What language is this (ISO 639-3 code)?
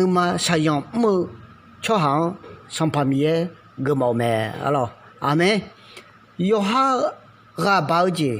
ahk